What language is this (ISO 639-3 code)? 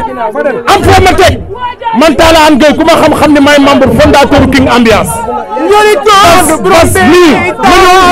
wol